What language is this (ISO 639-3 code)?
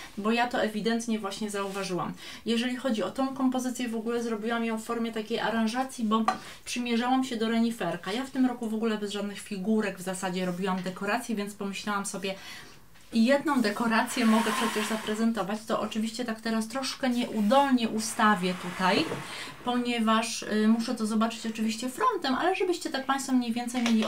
pol